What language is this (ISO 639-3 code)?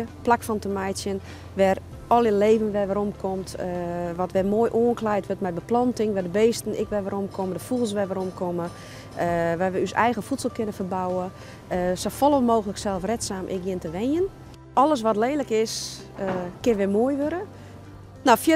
fry